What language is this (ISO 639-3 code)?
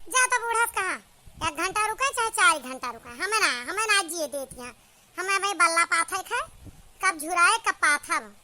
awa